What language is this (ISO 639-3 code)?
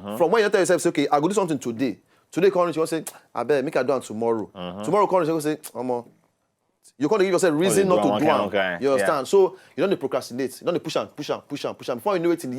pcm